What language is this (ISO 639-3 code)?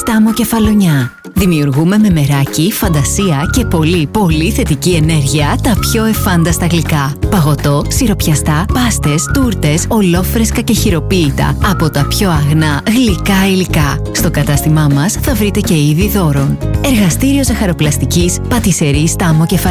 ell